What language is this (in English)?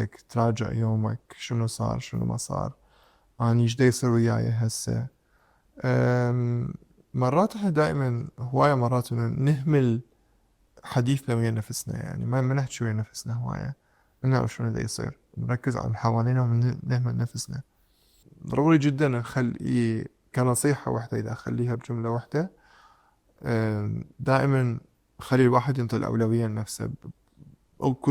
Mesopotamian Arabic